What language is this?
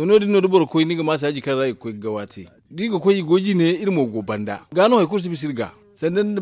Zarma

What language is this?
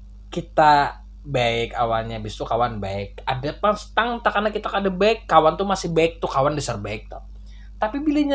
Banjar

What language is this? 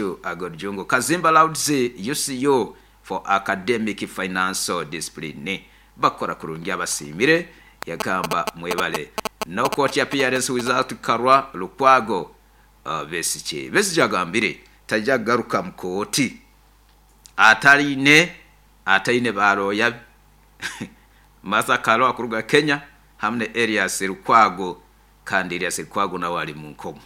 Nyoro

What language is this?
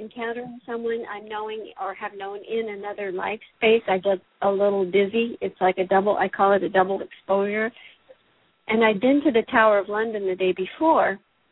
English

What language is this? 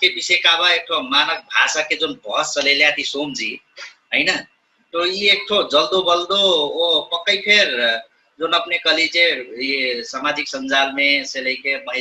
Dangaura Tharu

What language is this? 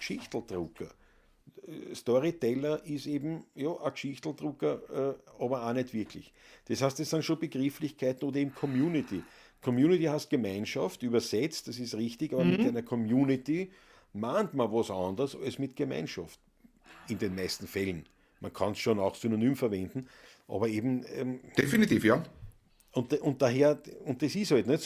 Bavarian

